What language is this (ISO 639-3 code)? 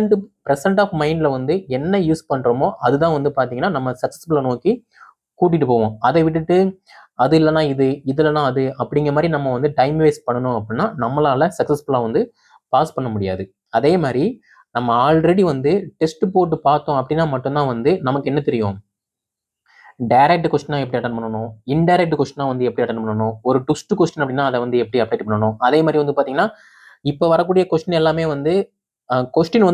tam